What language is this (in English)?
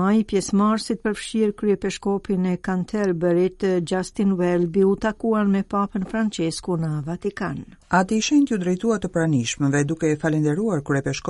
Albanian